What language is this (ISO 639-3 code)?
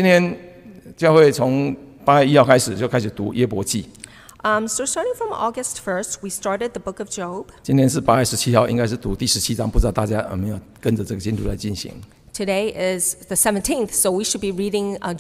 zho